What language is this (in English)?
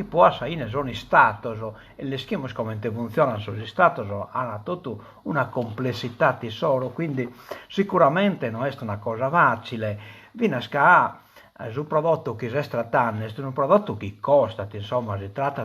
Sardinian